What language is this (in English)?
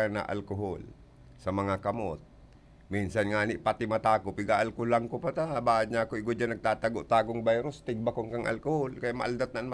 Bikol